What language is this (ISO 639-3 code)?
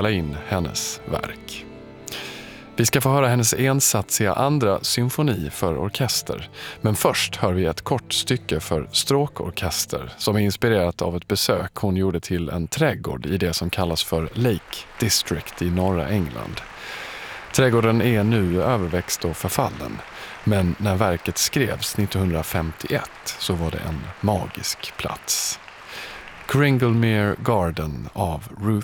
swe